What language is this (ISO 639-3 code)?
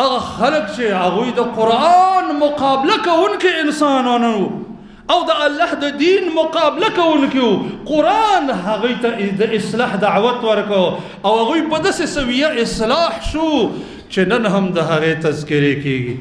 pus